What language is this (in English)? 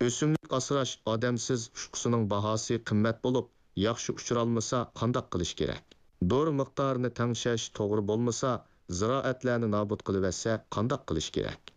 Uyghur